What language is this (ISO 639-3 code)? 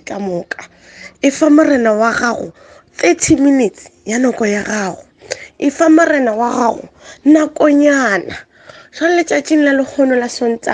nso